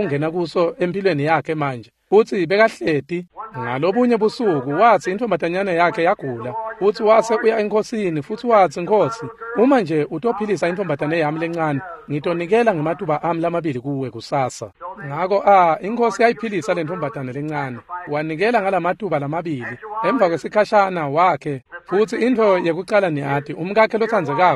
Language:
Swati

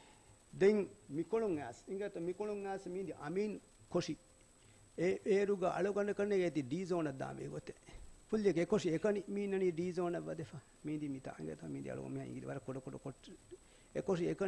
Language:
Divehi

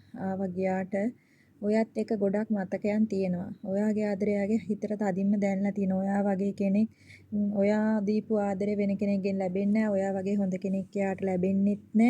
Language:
Sinhala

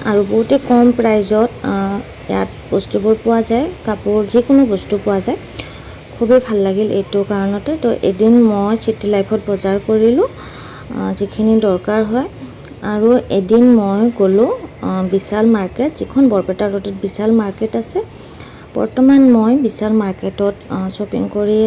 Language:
Assamese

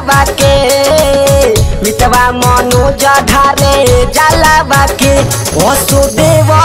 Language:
Bhojpuri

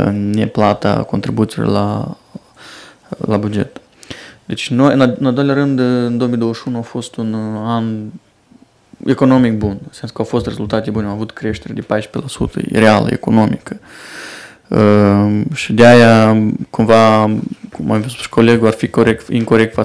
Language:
Romanian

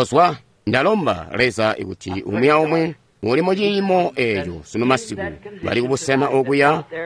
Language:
Tonga (Zambia)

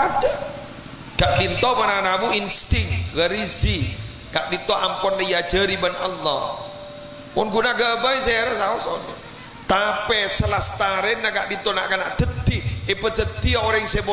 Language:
Madurese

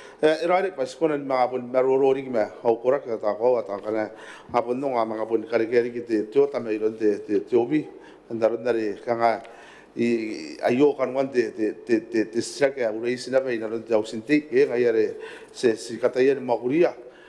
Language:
Gilbertese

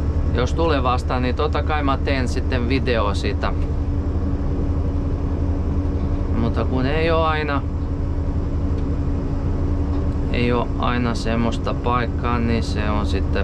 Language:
Finnish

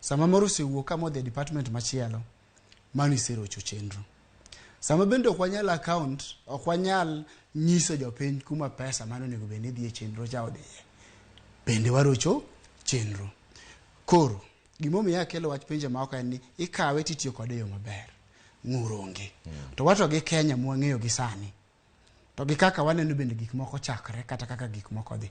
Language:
Luo (Kenya and Tanzania)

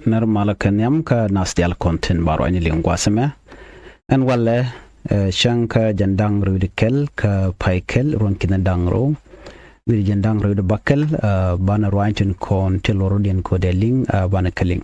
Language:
Nuer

